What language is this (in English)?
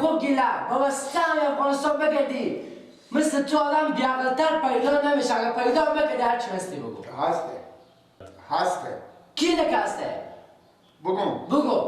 Persian